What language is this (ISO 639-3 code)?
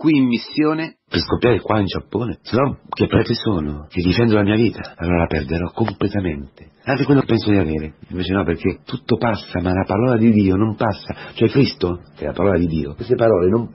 ita